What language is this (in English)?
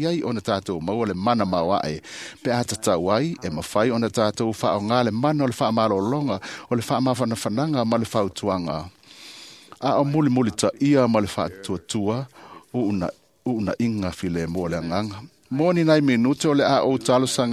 Samoan